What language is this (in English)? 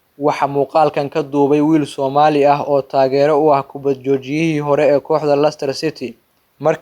Somali